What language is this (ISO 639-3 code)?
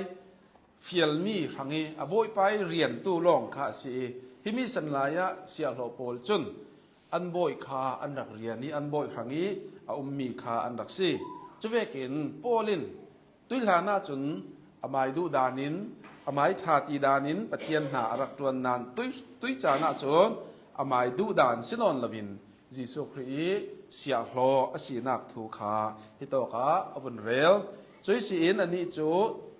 cnh